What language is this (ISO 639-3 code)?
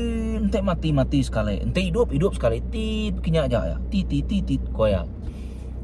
iba